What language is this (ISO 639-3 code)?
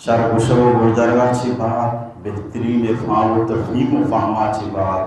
bal